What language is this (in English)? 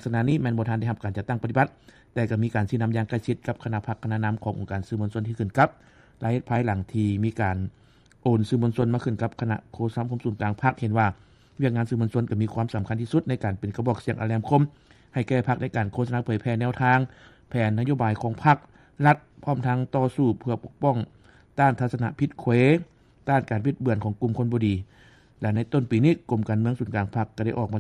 Lao